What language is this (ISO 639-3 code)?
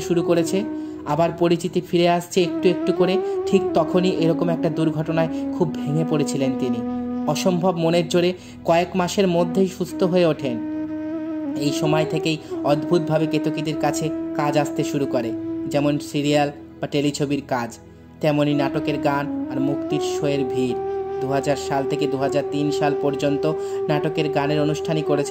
ben